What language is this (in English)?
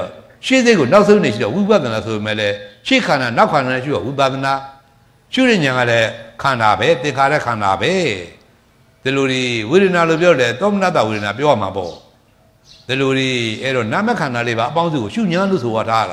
Burmese